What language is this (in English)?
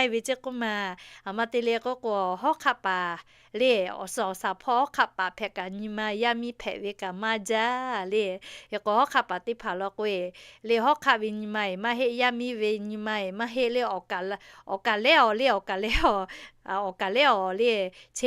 Lahu